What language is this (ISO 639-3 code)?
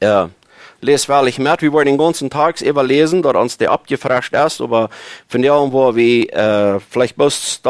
pdt